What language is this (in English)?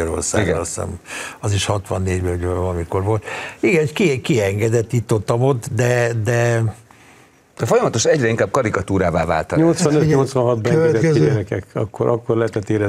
Hungarian